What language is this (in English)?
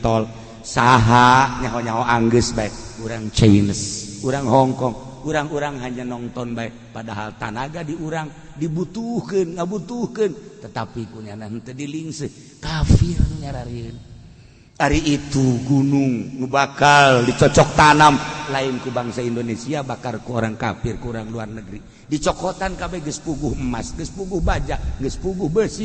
Sundanese